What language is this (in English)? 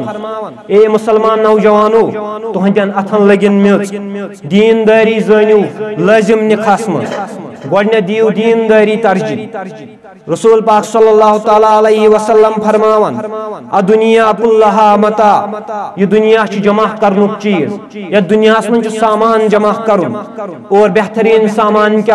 Kashmiri